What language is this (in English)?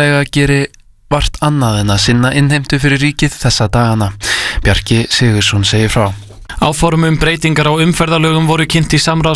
Icelandic